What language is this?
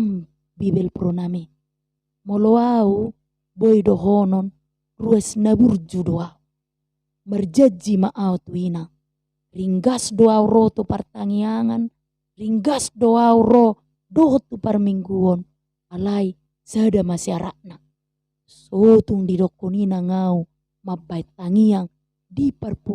Batak Toba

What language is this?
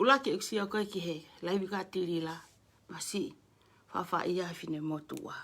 Tongan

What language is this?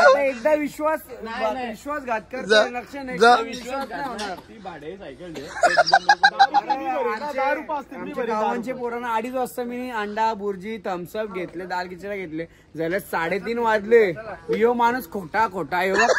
Marathi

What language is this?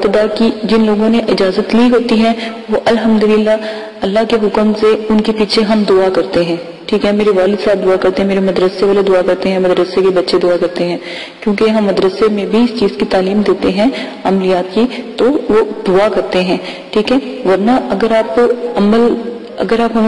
Urdu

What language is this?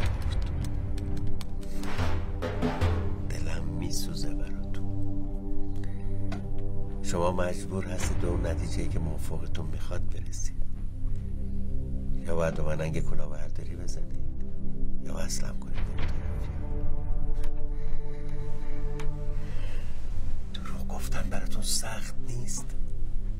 Persian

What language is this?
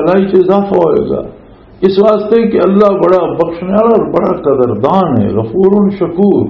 Western Panjabi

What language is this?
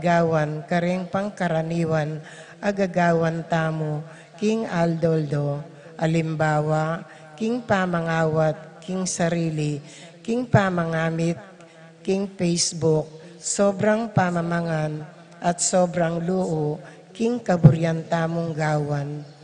Pampanga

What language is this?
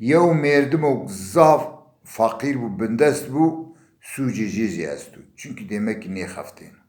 Zaza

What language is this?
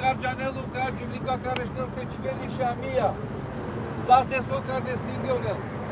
Balkan Romani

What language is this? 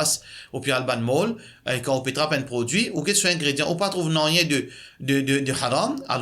Morisyen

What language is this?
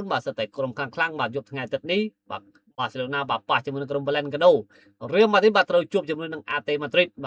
Khmer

